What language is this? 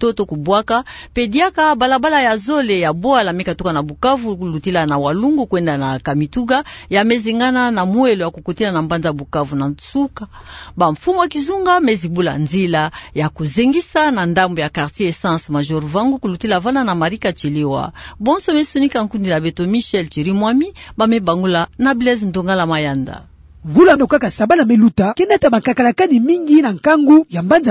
Kituba (Democratic Republic of Congo)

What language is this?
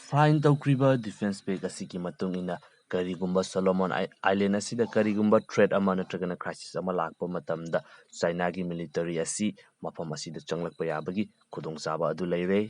Manipuri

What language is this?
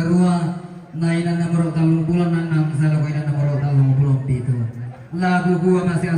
Toraja-Sa'dan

